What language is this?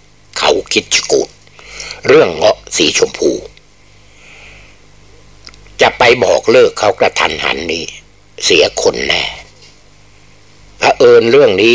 Thai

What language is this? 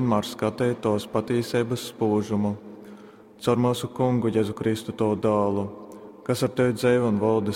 Latgalian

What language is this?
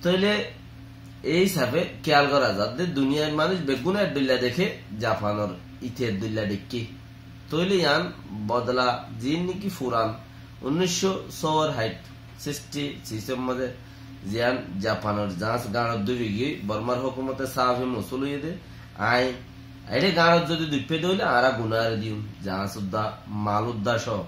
Rohingya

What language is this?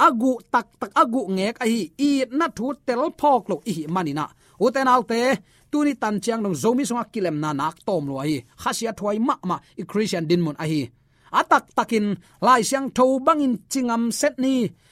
Tedim Chin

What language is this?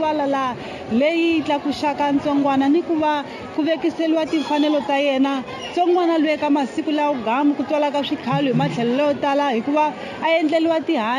Tsonga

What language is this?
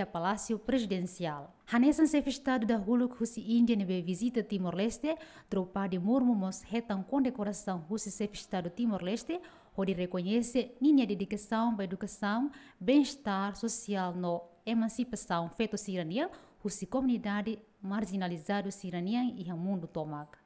Tetum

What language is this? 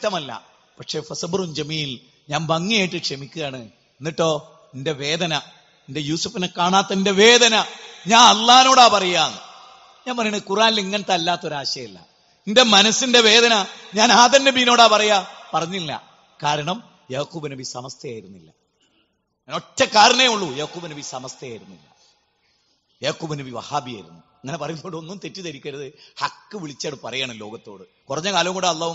Malayalam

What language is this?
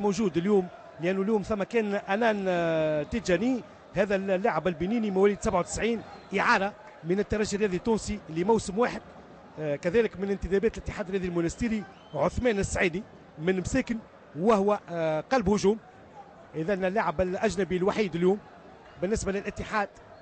Tunisian Arabic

